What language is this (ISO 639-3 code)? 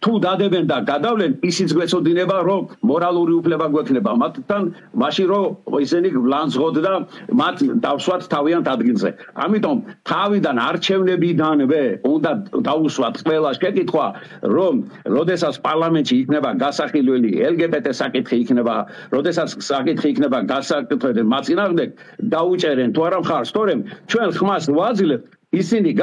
kat